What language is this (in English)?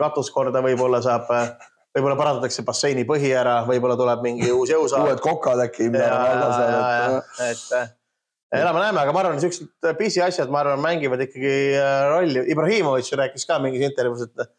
Estonian